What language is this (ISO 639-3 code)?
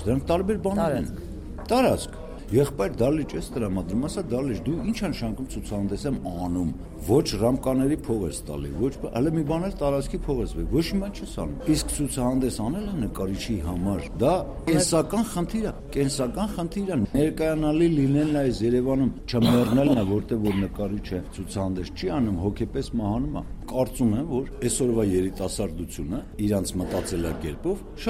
hye